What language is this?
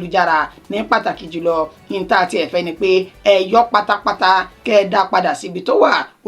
Yoruba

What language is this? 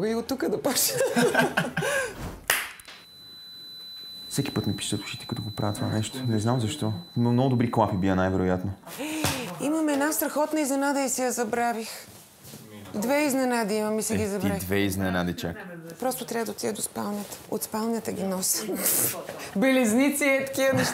Bulgarian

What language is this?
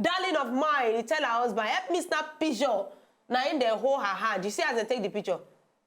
Nigerian Pidgin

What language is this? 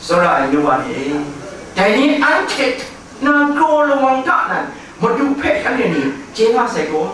Kachin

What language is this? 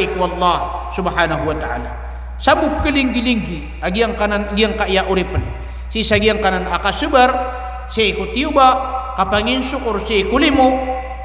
Maranao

